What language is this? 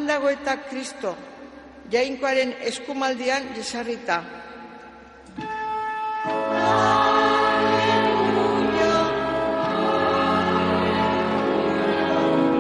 Basque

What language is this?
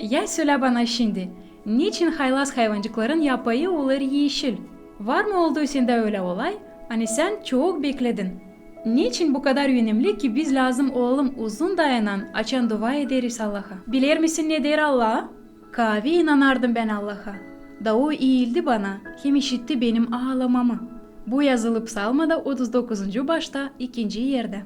Gagauz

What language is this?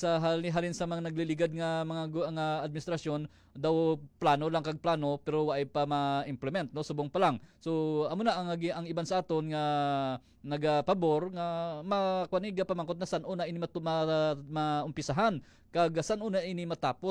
Hiligaynon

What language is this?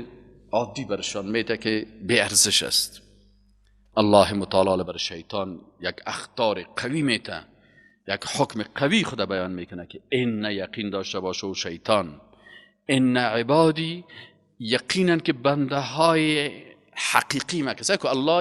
Persian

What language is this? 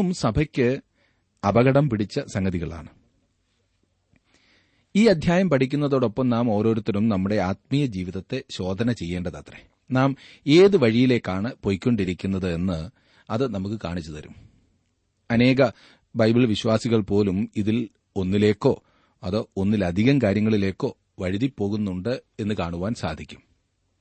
Malayalam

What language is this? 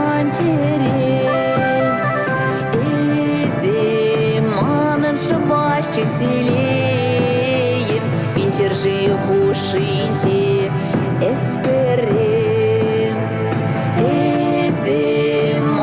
Chuvash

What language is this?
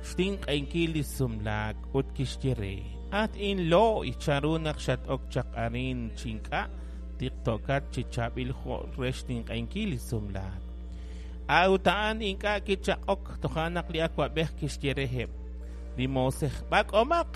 Kekchí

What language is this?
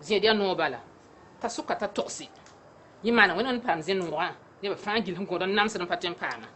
Mossi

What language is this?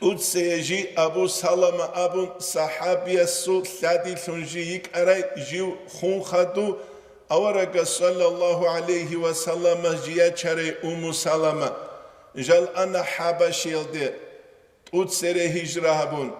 Avaric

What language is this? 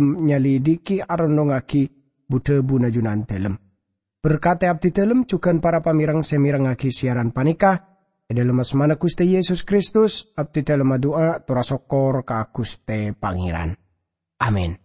Madurese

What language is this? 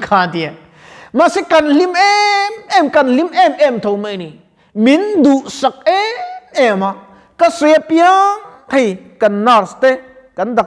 Mizo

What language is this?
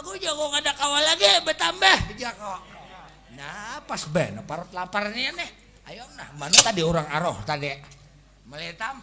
Banjar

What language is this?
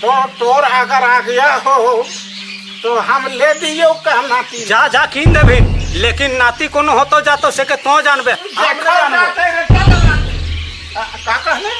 Sadri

